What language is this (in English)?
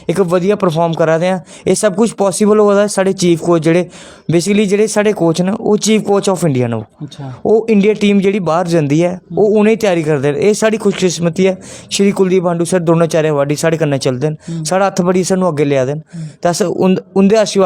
Dogri